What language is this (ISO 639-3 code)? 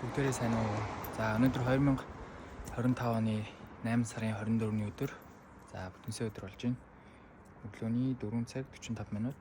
mon